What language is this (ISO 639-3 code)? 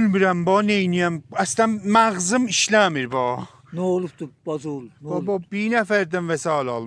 azb